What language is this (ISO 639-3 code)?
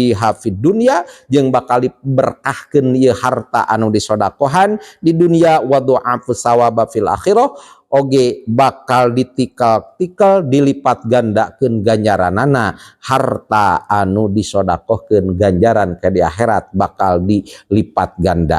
sun